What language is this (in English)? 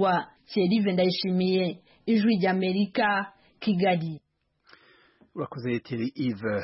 Kinyarwanda